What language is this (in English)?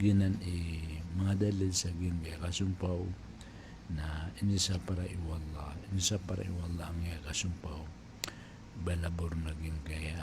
Maranao